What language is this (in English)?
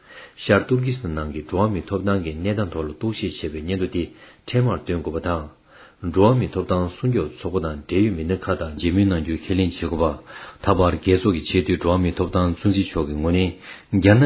Tibetan